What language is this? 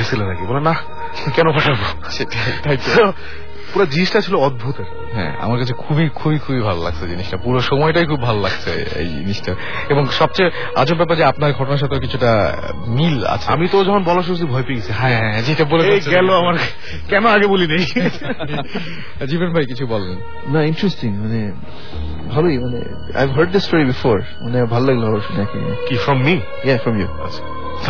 Bangla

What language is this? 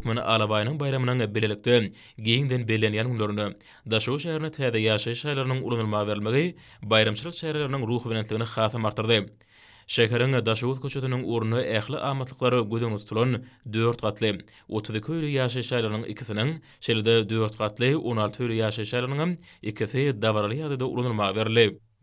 Turkmen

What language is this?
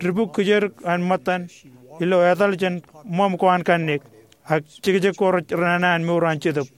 Marshallese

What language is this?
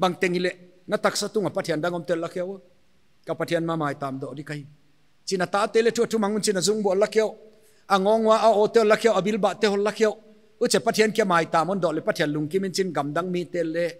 Paite Chin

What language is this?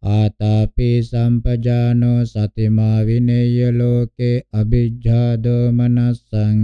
Pali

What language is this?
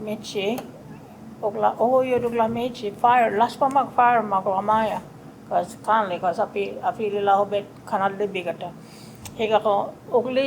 Choctaw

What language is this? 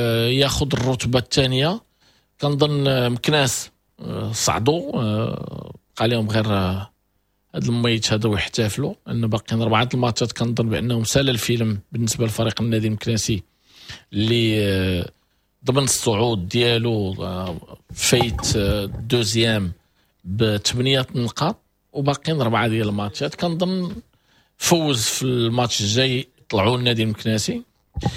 Moroccan Arabic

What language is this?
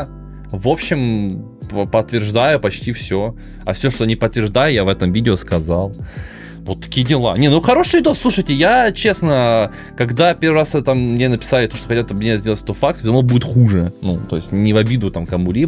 Russian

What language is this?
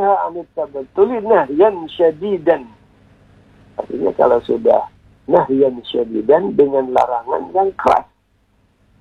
Indonesian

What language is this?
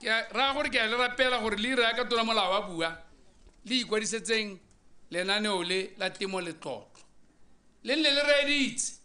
Tswana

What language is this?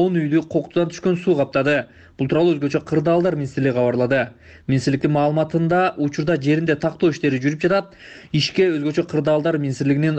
Kyrgyz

